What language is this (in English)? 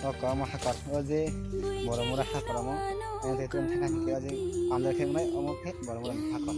Kok Borok